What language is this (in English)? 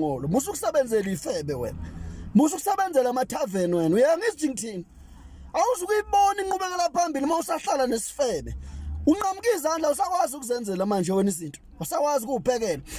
Zulu